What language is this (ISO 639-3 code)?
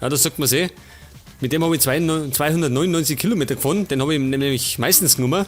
bar